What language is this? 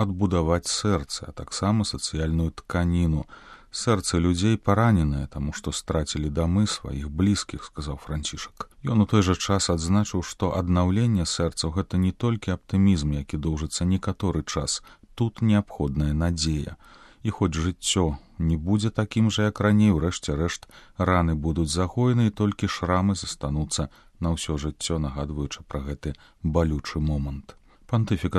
Belarusian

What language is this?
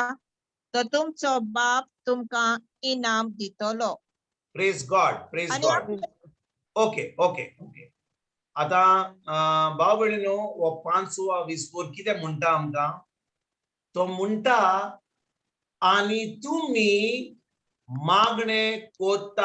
Konkani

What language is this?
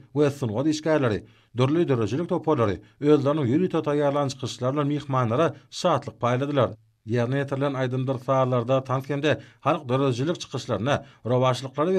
Turkmen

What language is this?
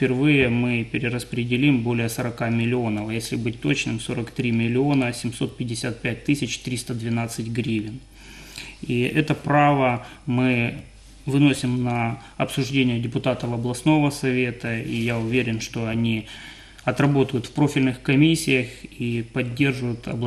Russian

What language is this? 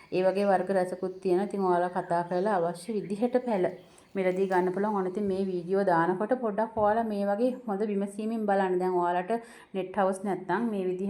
Sinhala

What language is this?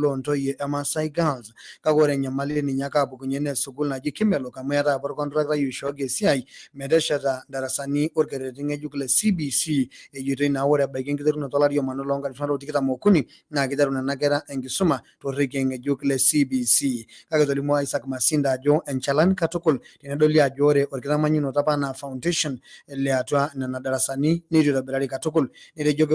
Masai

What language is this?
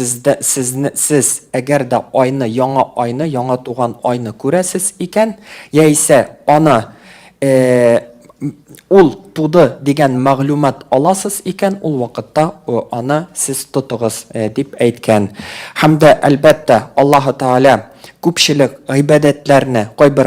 Tatar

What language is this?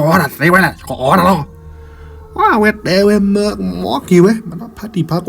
S'gaw Karen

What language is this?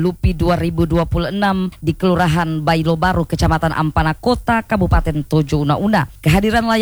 Indonesian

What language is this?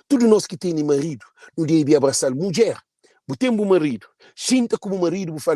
Kabuverdianu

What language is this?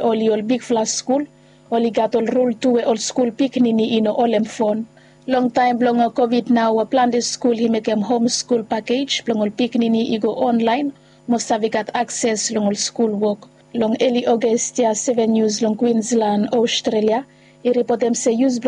Bislama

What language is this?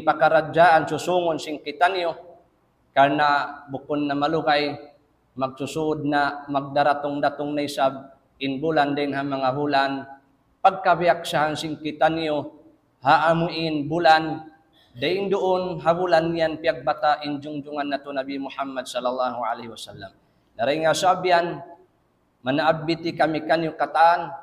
Tausug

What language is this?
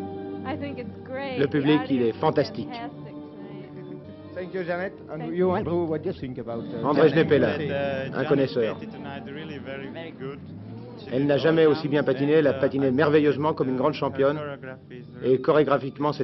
French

